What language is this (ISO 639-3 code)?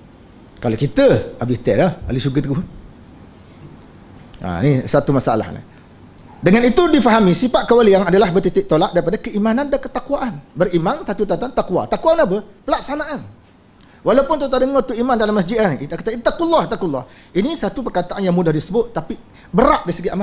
msa